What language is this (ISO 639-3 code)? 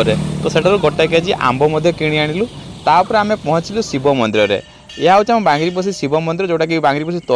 ori